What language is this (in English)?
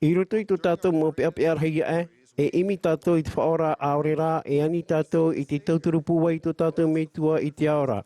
Tahitian